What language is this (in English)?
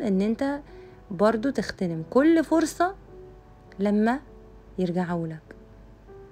Egyptian Arabic